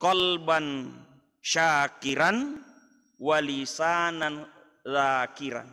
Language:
Buginese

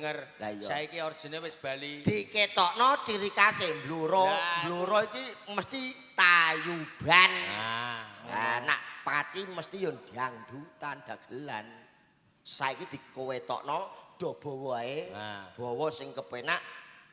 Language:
Javanese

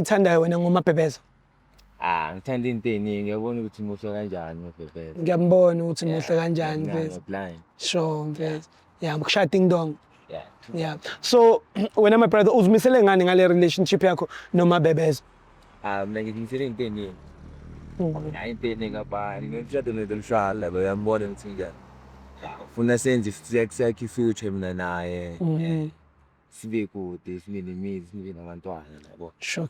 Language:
Zulu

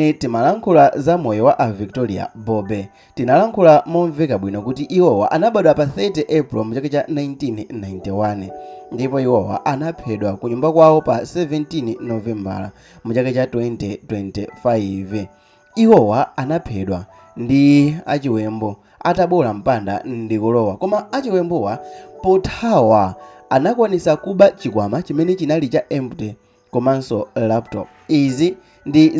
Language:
Nyanja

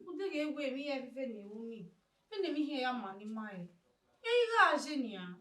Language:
Bini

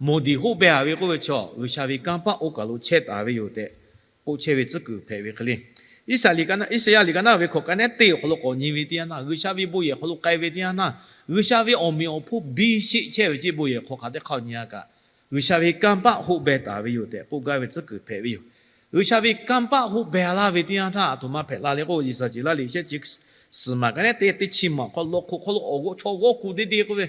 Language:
Lahu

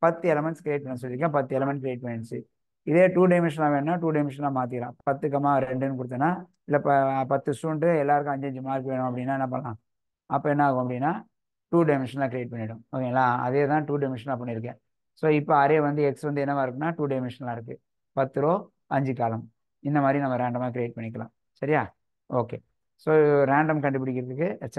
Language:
Tamil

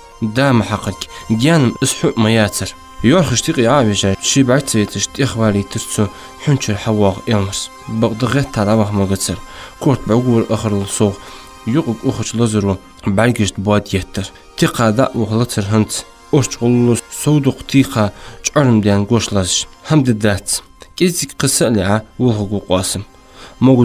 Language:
Ingush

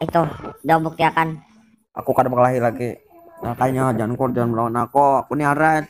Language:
Banjar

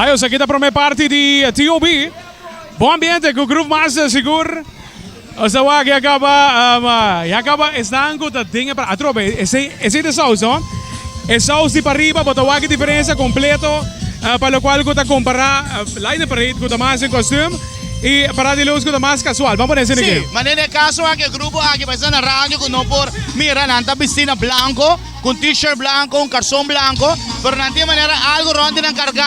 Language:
Papiamento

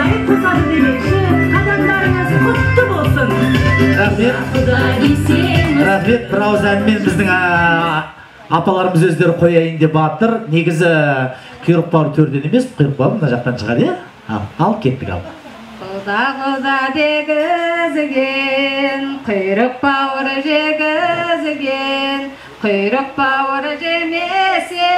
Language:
Kazakh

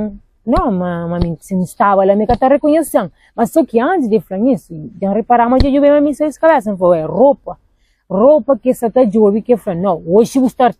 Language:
Kabuverdianu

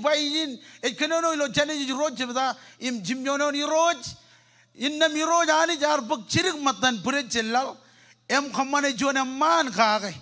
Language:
Marshallese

